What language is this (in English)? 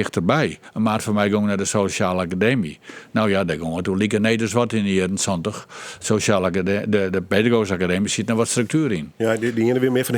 Western Frisian